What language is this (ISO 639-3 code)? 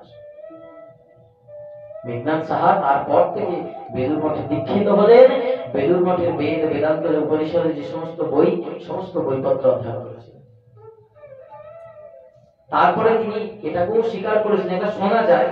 ben